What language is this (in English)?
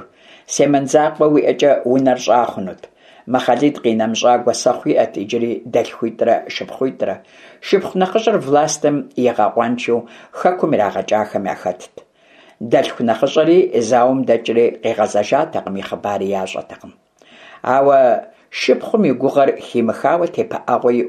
Kabardian